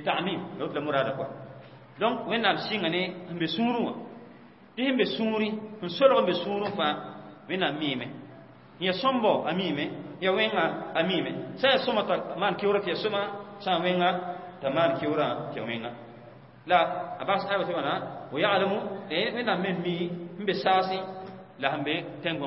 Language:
Mossi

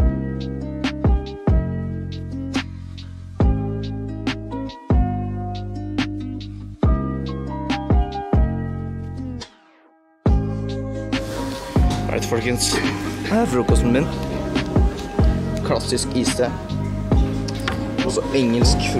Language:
Norwegian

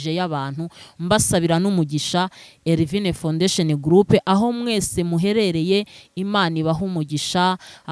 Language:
Kinyarwanda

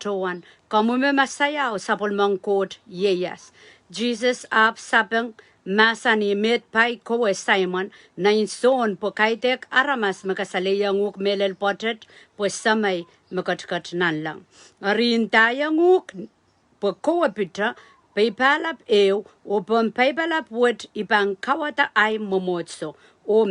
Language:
Pohnpeian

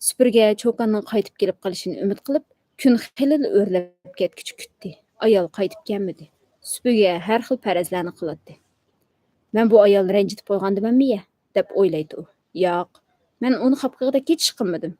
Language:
Uyghur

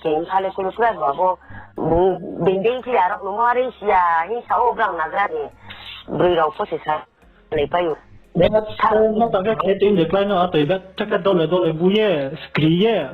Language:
Riang (India)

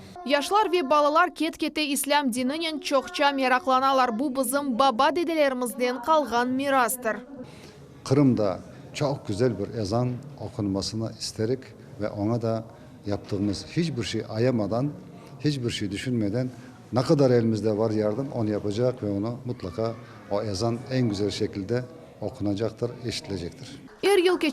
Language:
Crimean Tatar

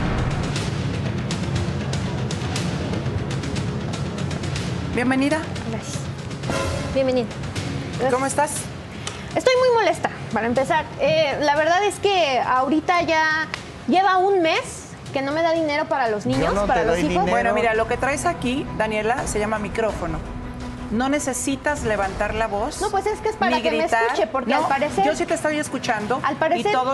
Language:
Spanish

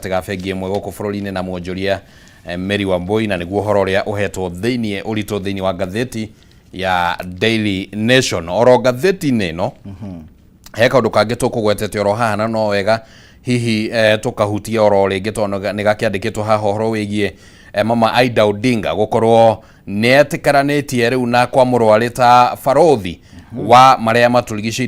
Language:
Kikuyu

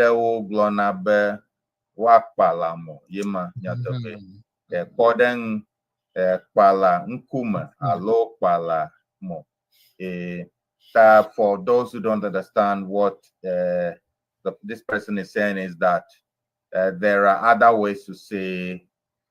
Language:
Ewe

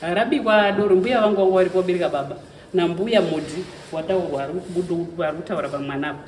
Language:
Shona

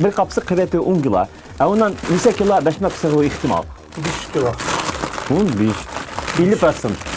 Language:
Bashkir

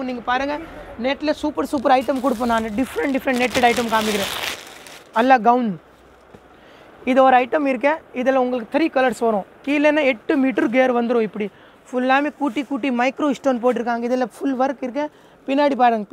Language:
Tamil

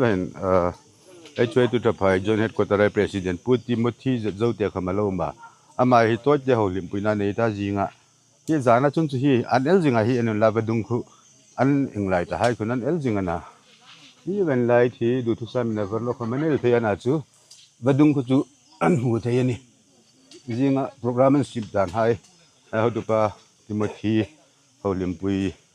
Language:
Hmar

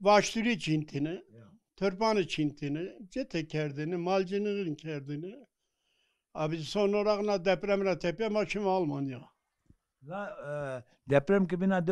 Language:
Zaza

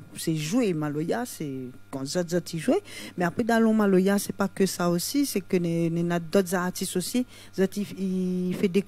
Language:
Réunion Creole French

